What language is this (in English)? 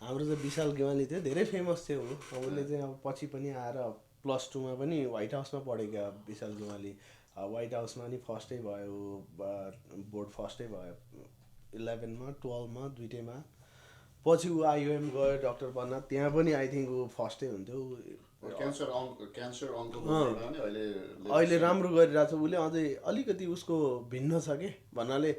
Nepali